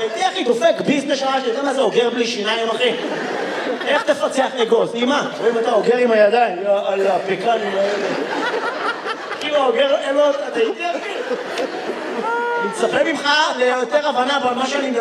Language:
Hebrew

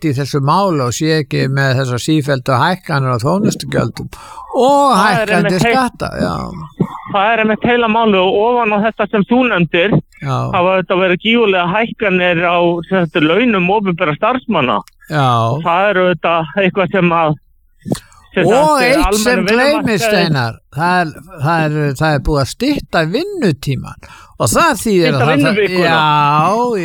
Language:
Icelandic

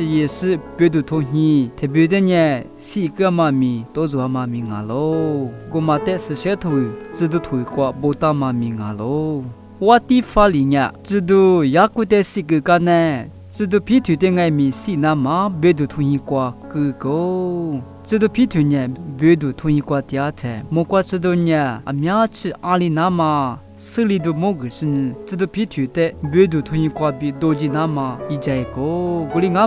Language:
Lisu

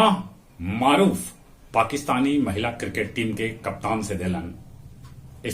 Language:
Magahi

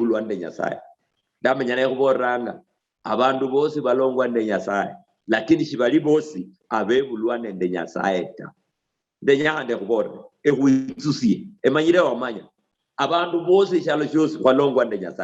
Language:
Luyia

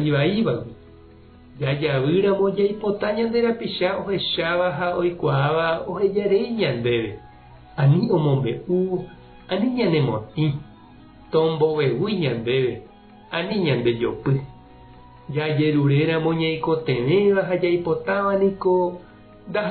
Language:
Guarani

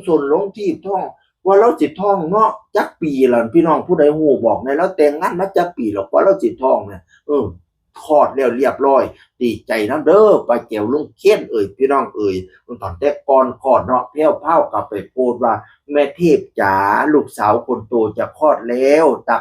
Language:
Northeastern Thai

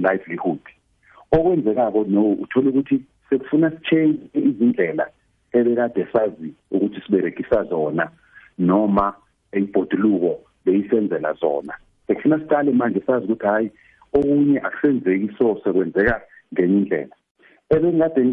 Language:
South Ndebele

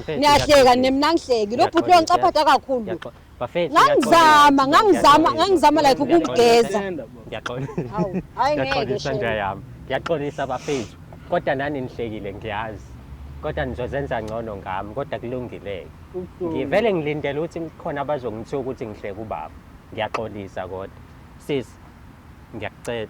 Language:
Zulu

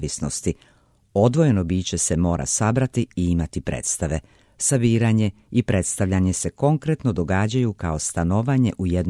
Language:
Serbian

